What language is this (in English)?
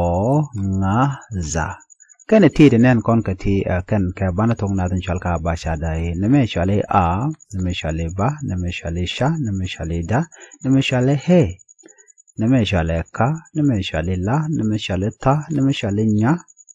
Nuer